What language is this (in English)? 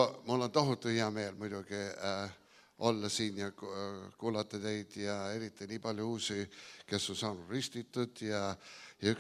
Estonian